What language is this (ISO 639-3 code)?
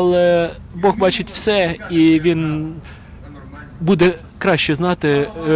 ukr